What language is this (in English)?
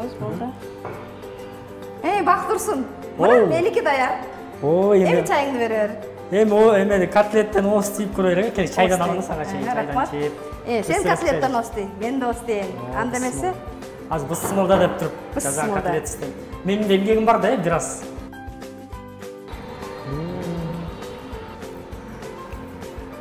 Kyrgyz